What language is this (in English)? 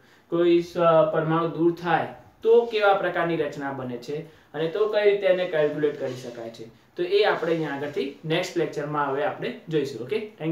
Gujarati